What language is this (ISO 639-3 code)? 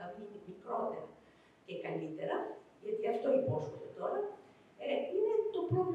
ell